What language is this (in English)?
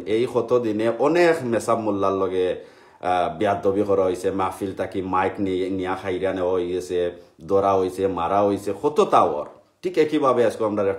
Sylheti